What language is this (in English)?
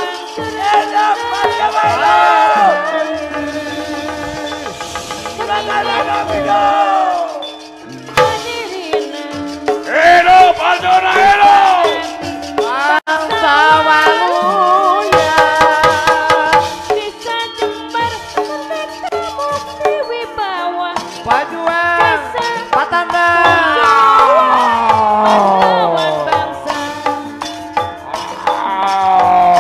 Sundanese